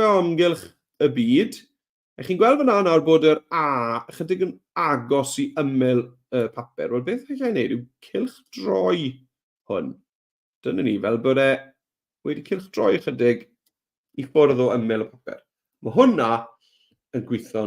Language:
Welsh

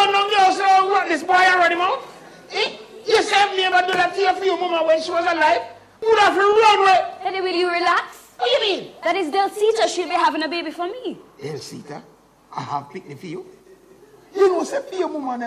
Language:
Jamaican Creole English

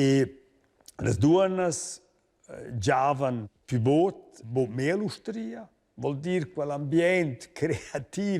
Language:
Romansh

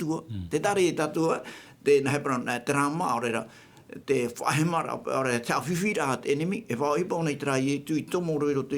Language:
Tahitian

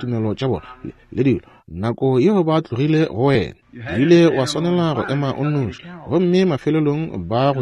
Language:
Northern Sotho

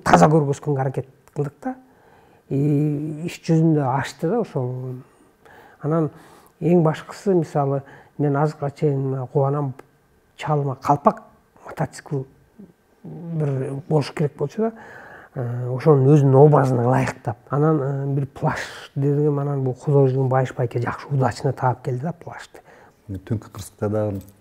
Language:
Kyrgyz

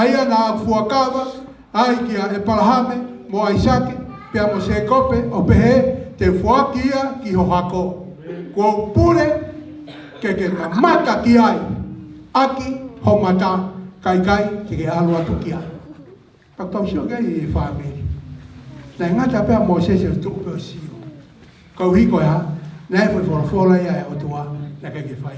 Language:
Tongan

